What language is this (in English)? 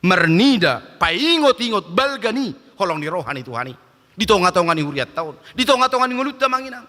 Batak Toba